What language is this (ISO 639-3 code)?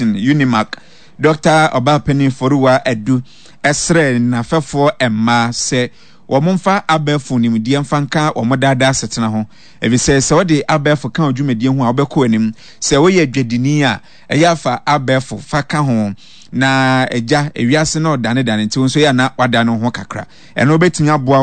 aka